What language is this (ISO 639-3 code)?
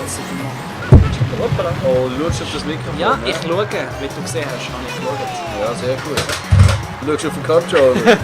gsw